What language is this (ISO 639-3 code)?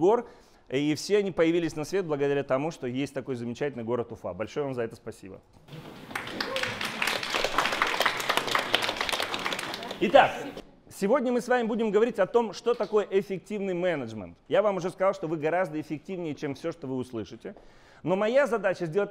rus